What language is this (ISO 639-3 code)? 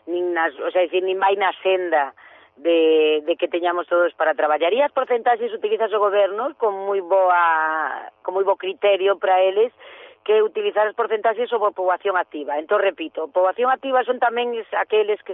glg